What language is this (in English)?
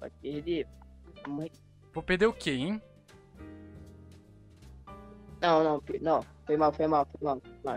Portuguese